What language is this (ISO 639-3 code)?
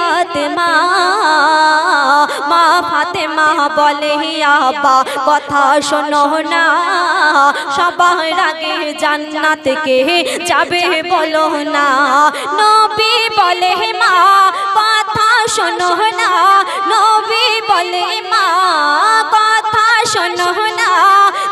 ben